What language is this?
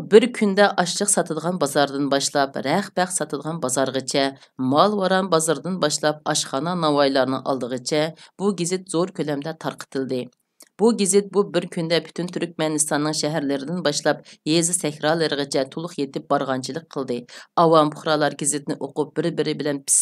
Uyghur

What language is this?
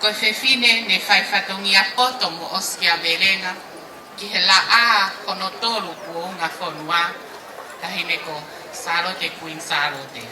Tongan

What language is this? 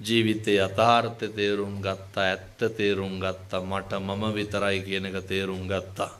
Sinhala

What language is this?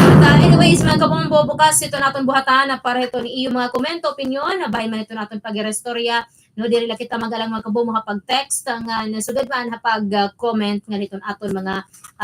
Waray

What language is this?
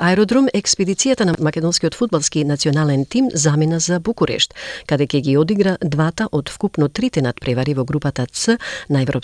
Macedonian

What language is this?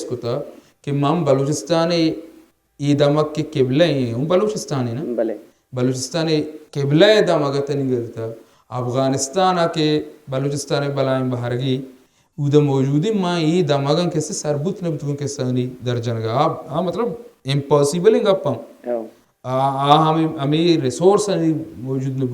Baluchi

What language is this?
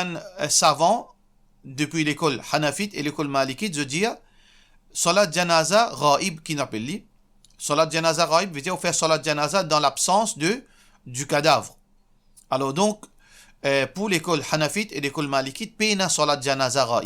Morisyen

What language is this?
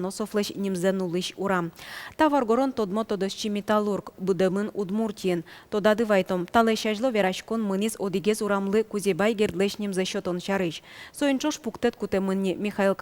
Udmurt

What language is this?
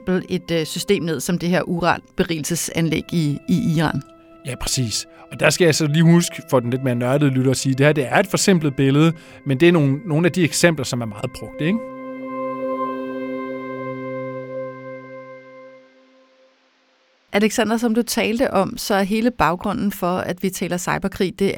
Danish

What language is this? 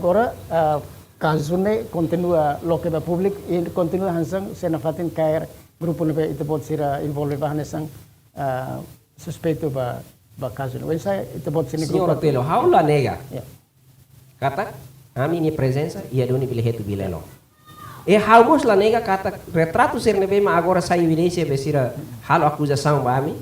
Tetum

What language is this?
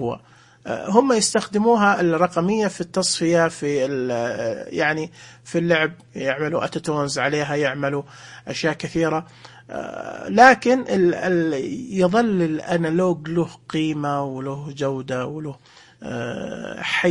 Najdi Arabic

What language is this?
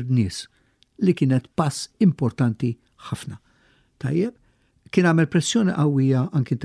Maltese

